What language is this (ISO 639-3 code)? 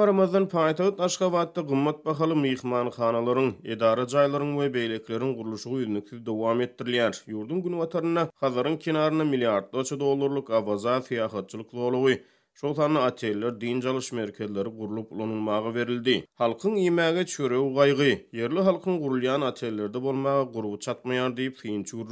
tuk